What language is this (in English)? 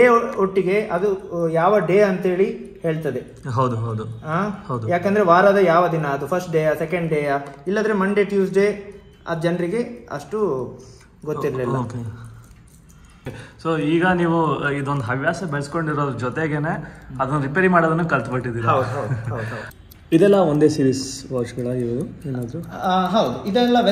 Kannada